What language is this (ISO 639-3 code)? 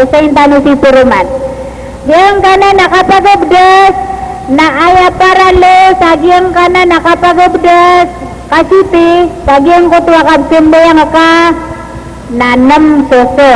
mrw